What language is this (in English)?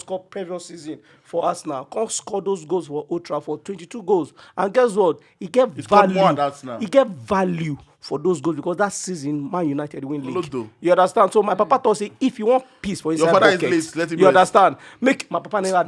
Nigerian Pidgin